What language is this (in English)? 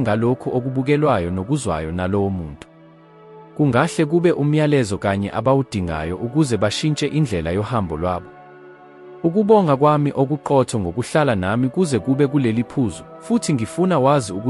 Zulu